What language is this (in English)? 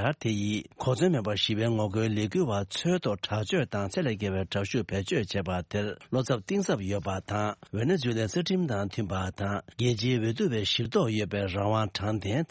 Tibetan